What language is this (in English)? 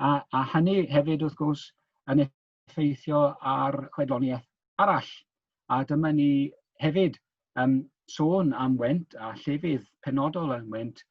Welsh